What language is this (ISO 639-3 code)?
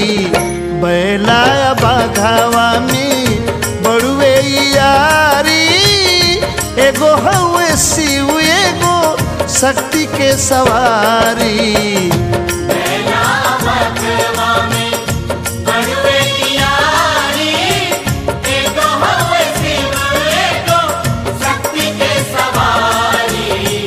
bho